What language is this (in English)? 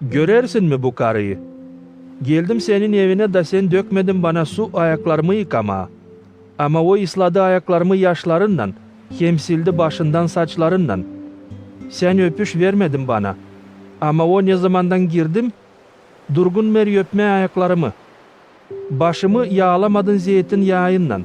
Gagauz